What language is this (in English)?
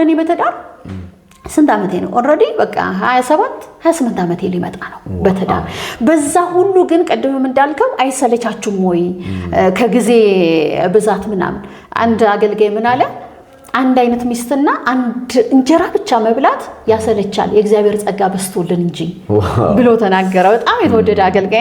Amharic